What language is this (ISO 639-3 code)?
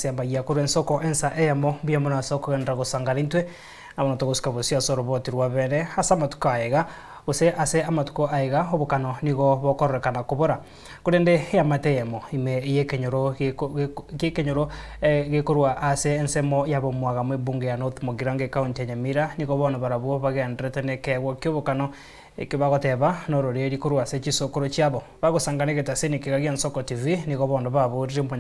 guz